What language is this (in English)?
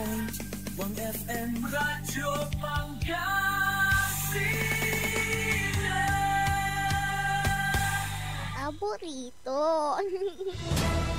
Pangasinan